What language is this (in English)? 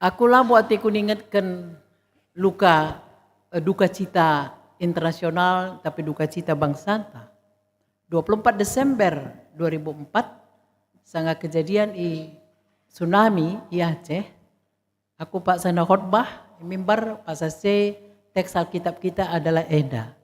Batak Karo